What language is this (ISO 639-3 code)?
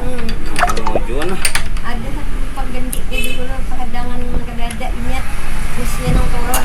bjn